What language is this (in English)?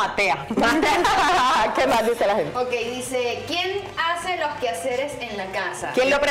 Spanish